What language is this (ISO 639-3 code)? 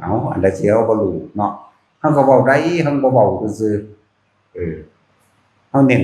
tts